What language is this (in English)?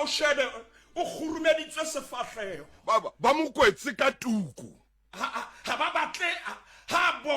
Southern Sotho